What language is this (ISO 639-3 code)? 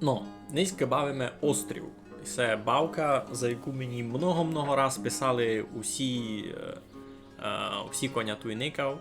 rue